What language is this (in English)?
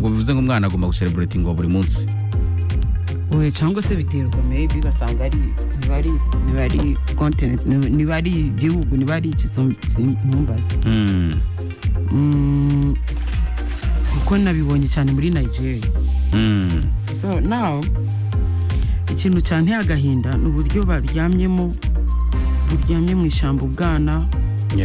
Kinyarwanda